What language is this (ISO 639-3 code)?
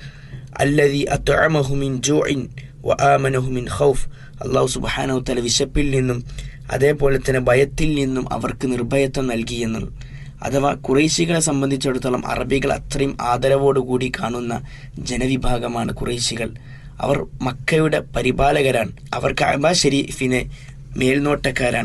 mal